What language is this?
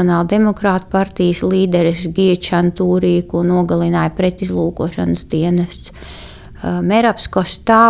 Latvian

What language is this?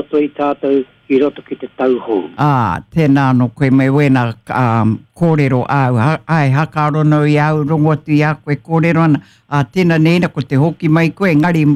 Māori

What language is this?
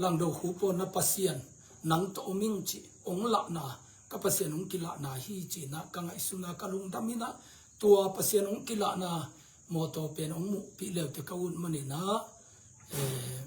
Tedim Chin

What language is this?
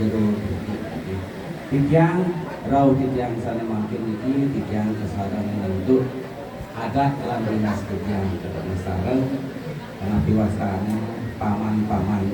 Balinese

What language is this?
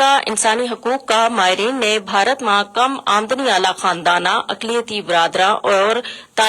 Gujari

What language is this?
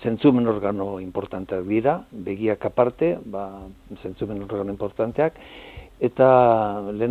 Basque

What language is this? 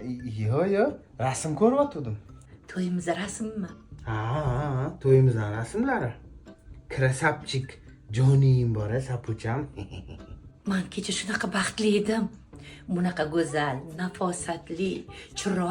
Uzbek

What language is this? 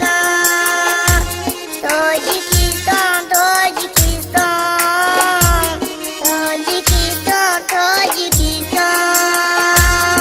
Tajik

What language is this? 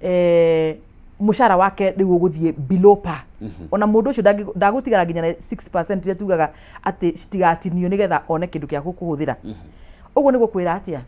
Kikuyu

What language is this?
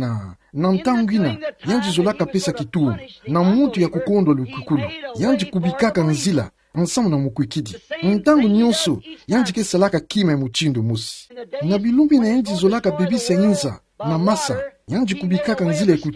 Kituba (Democratic Republic of Congo)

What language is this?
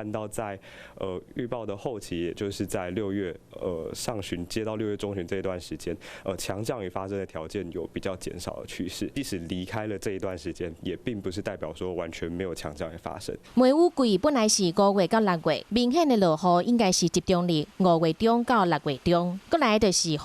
Min Nan Chinese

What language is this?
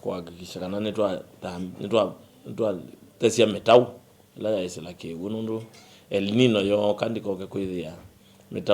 Kamba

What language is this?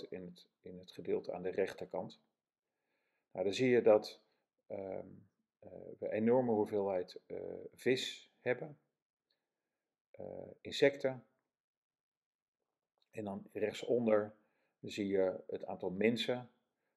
Dutch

